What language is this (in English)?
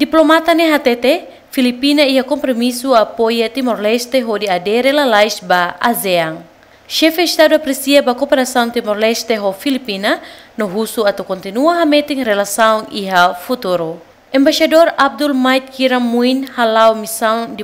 Tetum